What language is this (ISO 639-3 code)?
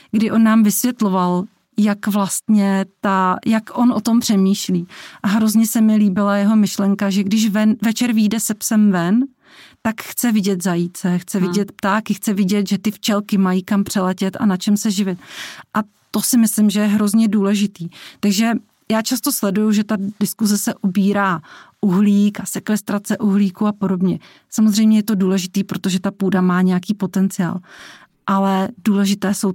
ces